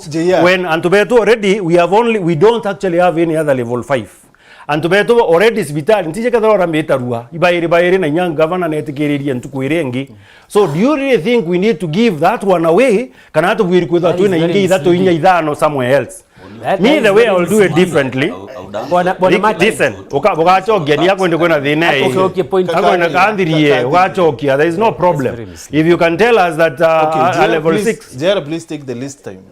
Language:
Meru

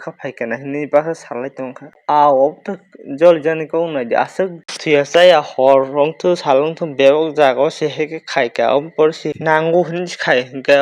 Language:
Kok Borok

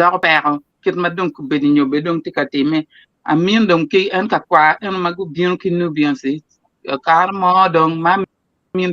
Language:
Acoli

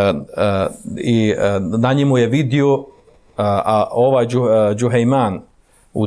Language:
Bosnian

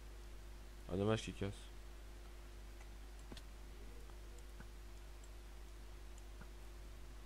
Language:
French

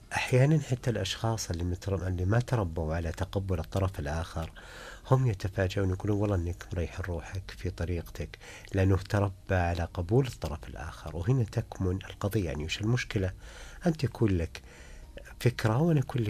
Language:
Najdi Arabic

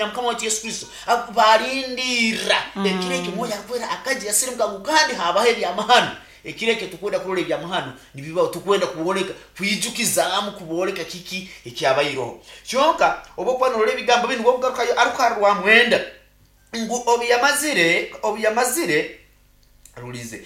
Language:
Nyoro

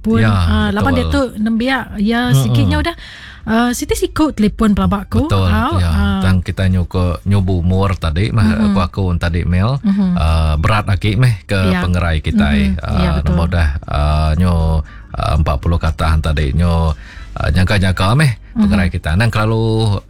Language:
Iban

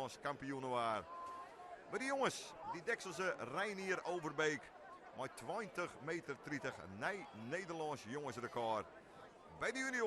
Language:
Western Frisian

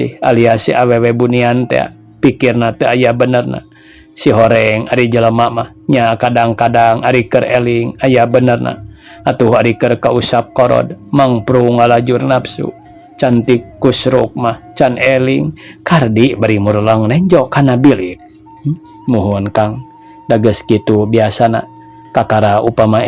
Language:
Sundanese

